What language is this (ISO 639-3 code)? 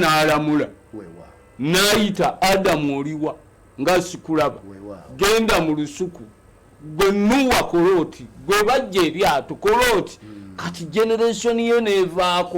lug